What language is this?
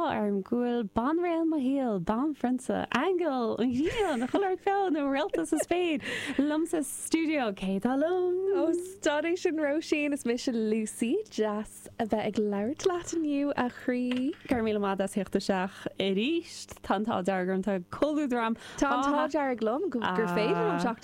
Irish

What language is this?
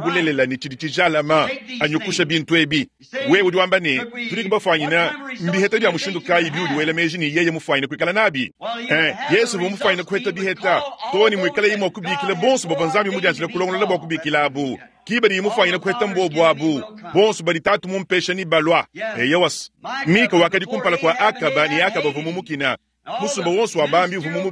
Luba-Lulua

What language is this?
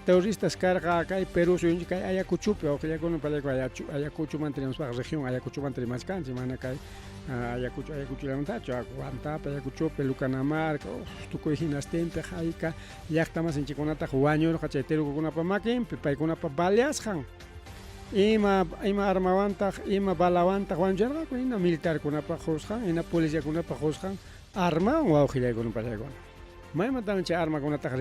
Ayacucho Quechua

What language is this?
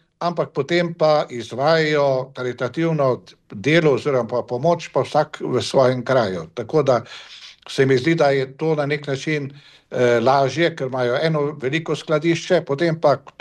Slovenian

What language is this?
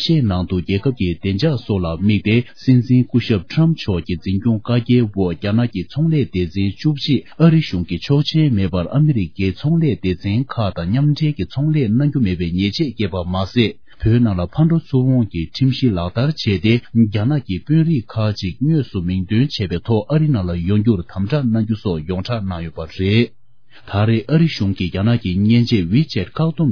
Tibetan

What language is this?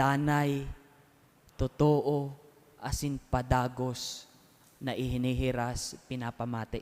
Bikol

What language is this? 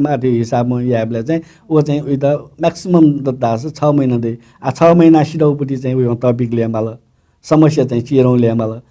Newari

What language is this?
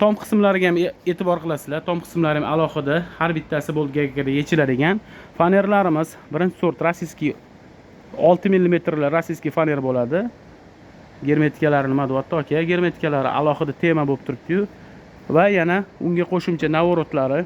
Uzbek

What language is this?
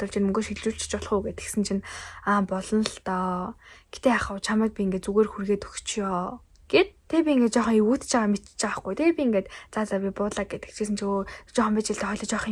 Mongolian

